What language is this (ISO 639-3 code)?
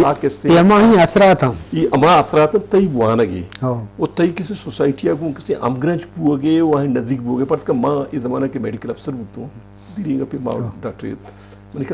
bgp